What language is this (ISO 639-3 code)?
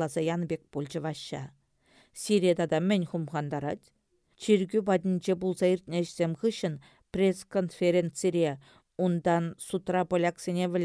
chv